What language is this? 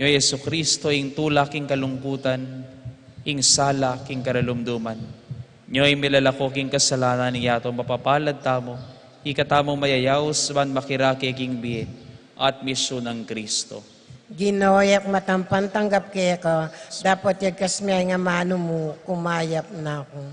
Pampanga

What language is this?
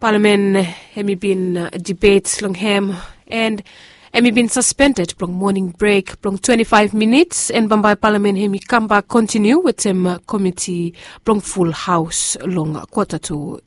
Bislama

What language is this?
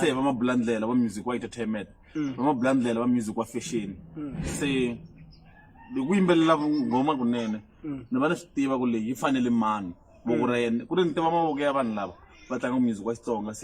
Tsonga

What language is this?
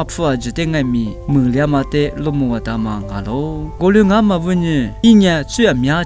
Lisu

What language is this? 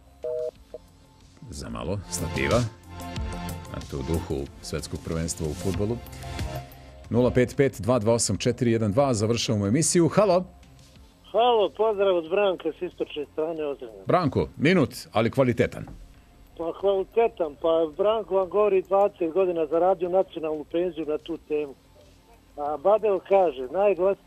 Serbian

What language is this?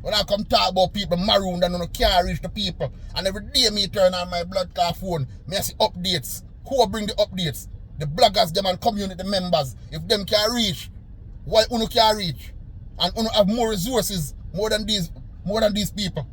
Jamaican Creole English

